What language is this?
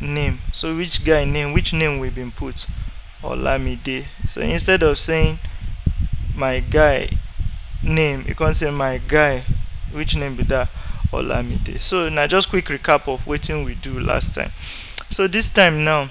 Nigerian Pidgin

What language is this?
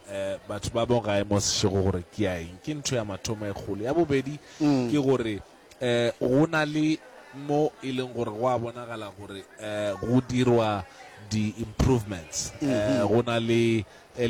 Northern Sotho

